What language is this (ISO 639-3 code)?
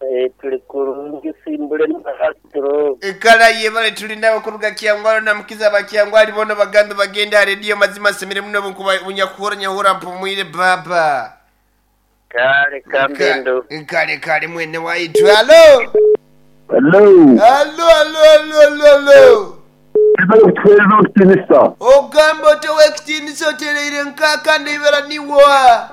nyo